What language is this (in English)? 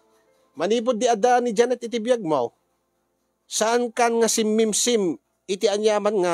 Iloko